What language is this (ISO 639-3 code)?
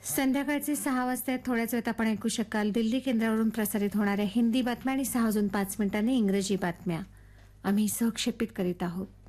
mar